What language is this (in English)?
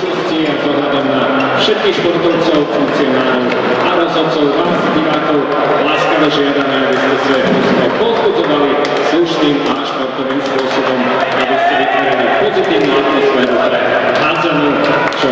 Slovak